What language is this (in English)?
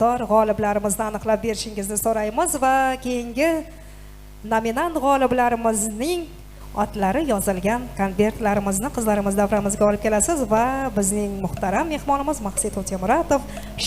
Kara-Kalpak